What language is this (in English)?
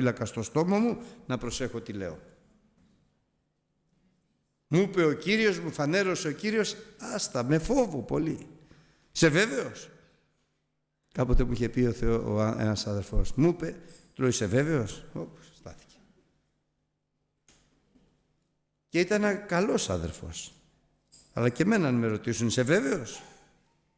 Greek